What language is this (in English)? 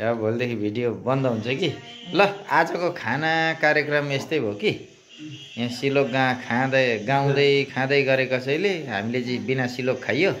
Nepali